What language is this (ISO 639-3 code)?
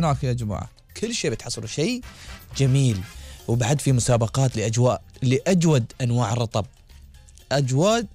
afb